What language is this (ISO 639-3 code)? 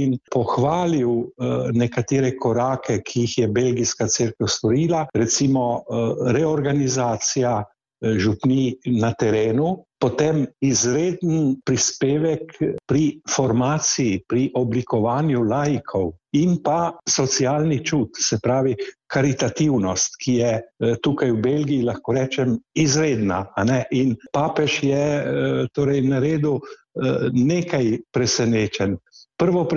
slv